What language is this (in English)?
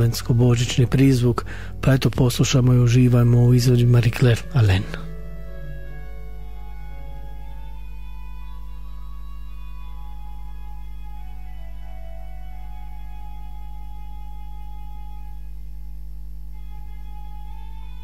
Croatian